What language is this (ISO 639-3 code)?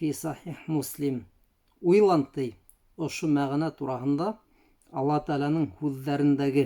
bak